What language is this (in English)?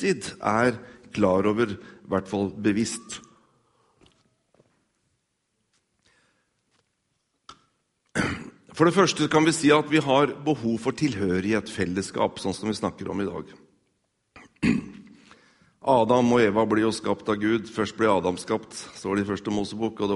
Norwegian